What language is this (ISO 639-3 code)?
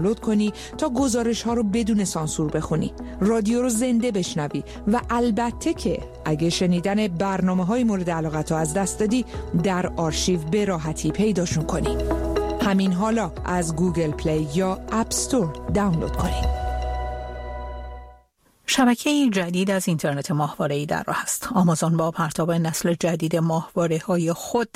fas